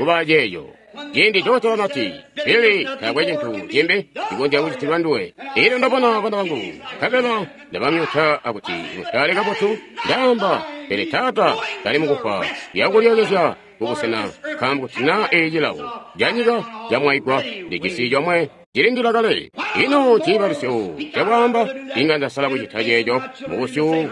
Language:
Tonga (Zambia)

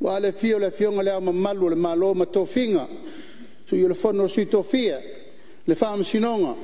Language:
Samoan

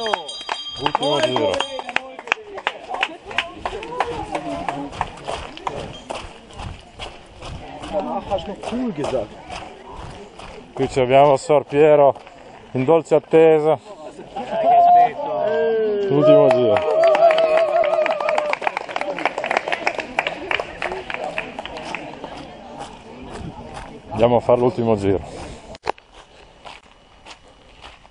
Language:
Italian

